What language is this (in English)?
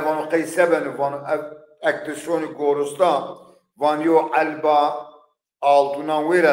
Zaza